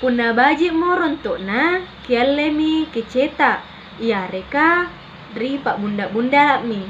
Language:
Makasar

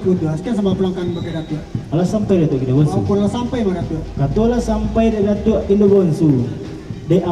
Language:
Minangkabau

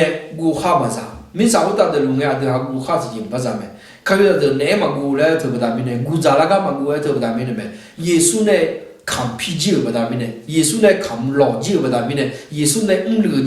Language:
Akha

